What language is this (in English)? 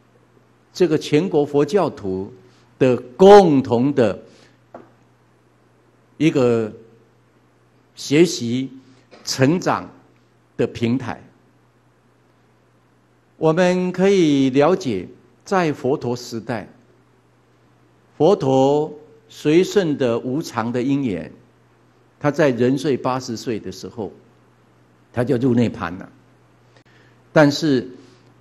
Chinese